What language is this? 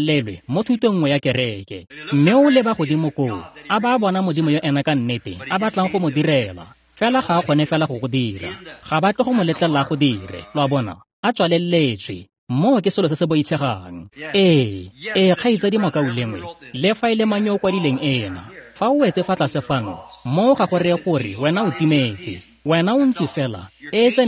Tswana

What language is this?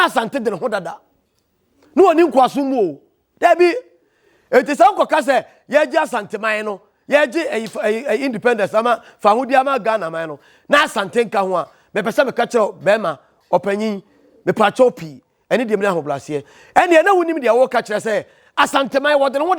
Akan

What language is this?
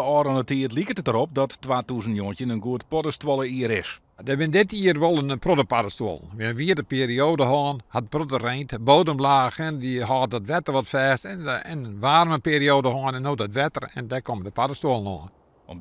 Western Frisian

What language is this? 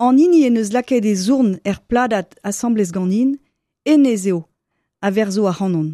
Breton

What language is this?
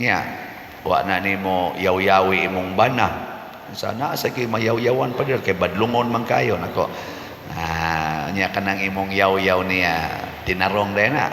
Cebuano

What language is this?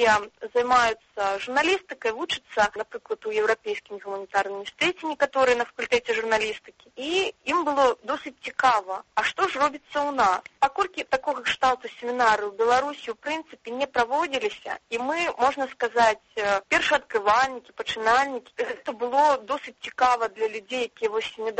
Belarusian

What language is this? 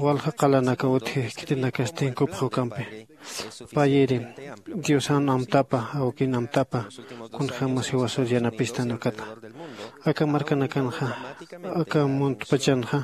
Aymara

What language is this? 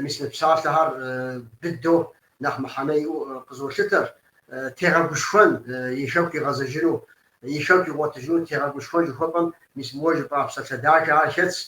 Kabardian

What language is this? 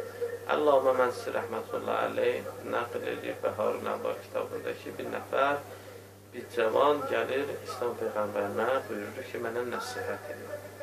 Azerbaijani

